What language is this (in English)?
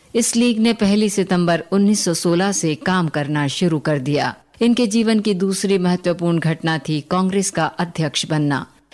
Hindi